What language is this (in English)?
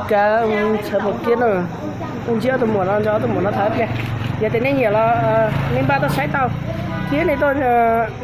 Hmong